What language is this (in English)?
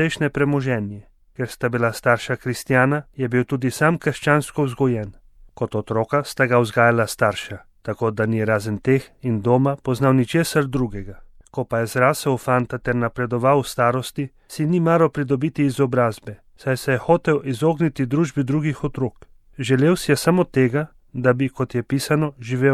Slovenian